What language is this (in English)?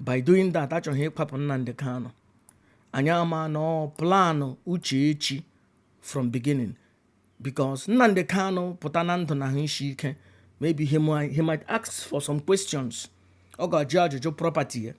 Igbo